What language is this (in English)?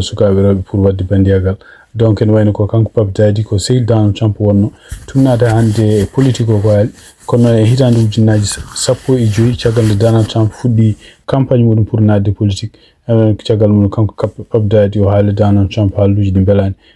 Fula